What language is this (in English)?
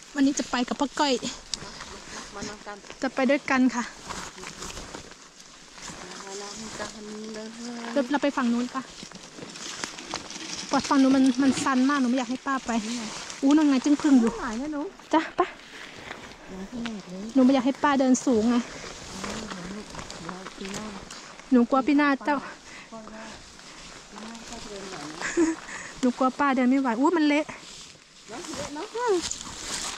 Thai